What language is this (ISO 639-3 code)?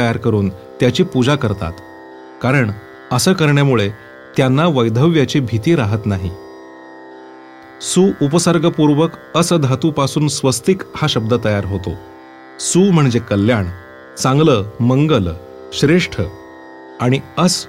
mar